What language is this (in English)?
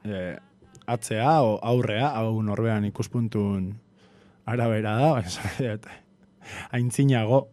Basque